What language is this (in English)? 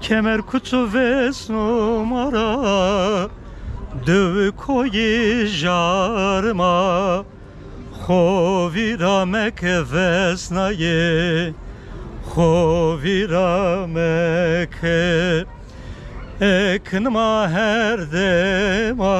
Zaza